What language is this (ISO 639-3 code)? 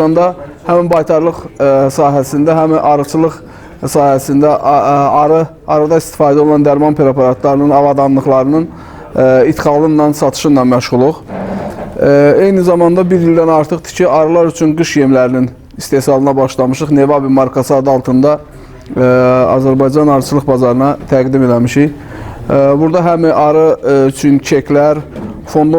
aze